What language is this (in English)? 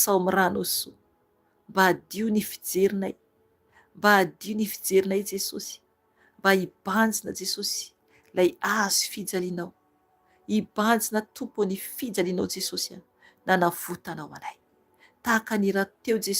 Malagasy